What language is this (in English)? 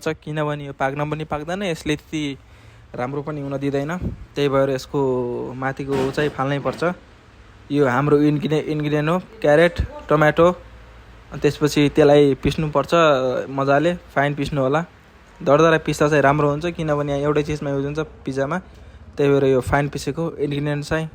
Nepali